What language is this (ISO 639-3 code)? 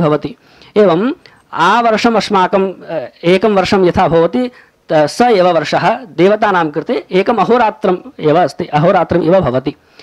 san